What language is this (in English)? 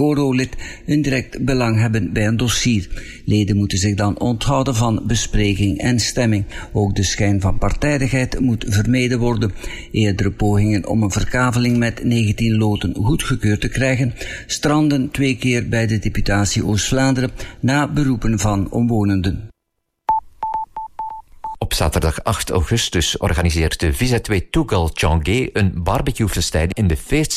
Dutch